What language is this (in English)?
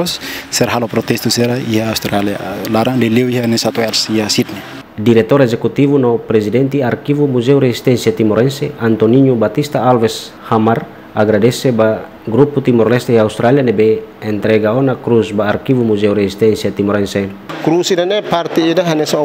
Tetum